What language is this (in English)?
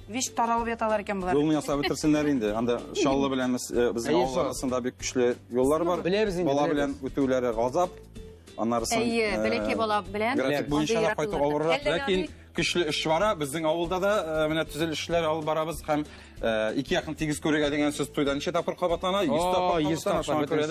Tatar